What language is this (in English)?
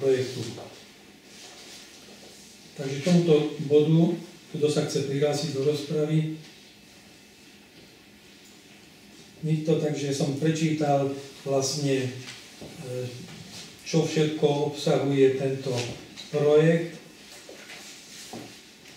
Slovak